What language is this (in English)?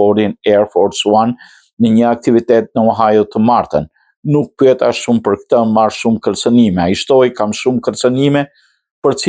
Albanian